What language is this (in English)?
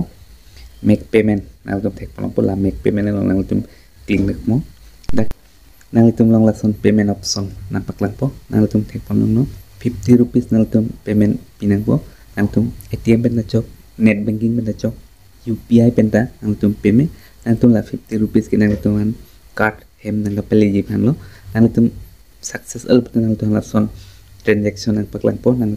Karbi